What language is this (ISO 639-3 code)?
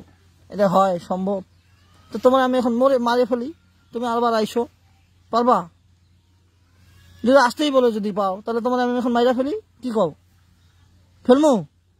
ben